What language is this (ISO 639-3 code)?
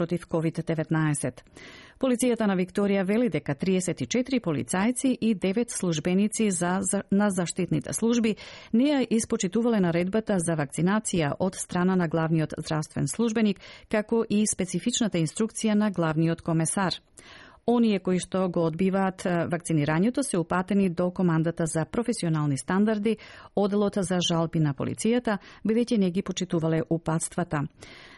mkd